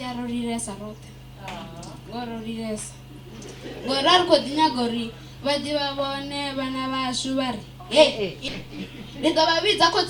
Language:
Venda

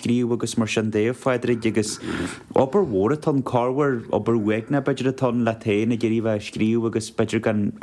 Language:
Irish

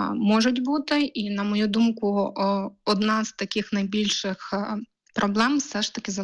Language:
Ukrainian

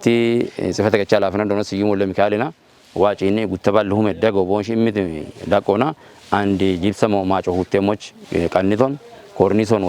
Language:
Kafa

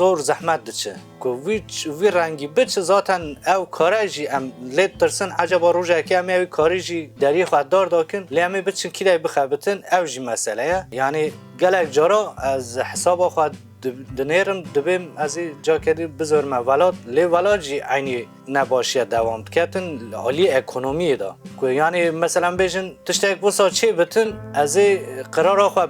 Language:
Kurdish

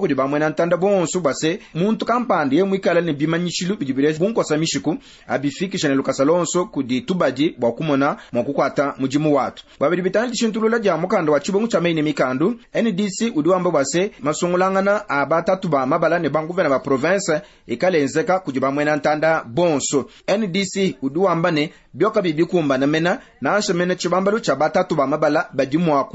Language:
Luba-Lulua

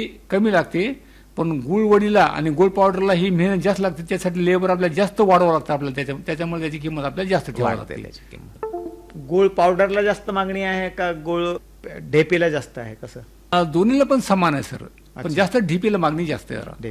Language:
Marathi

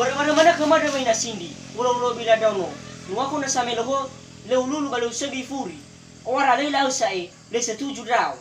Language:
Nias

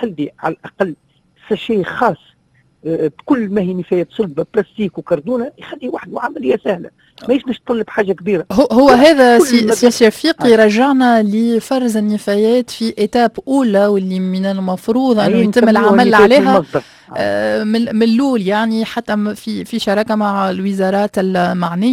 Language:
Tunisian Arabic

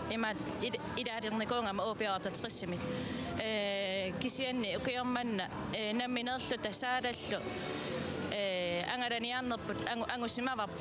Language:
Kalaallisut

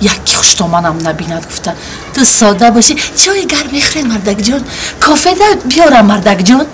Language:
Tajik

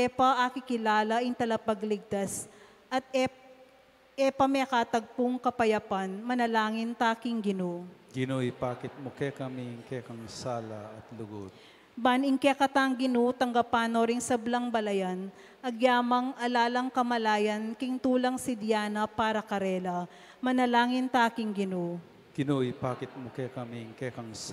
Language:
Pampanga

